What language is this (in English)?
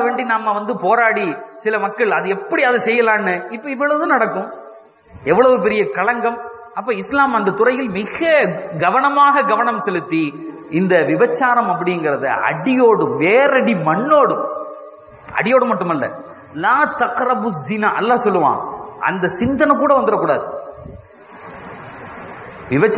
Tamil